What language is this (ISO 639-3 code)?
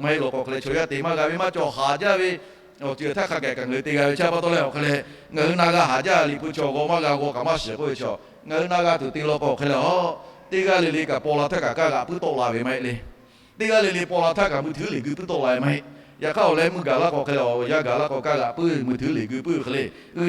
lhu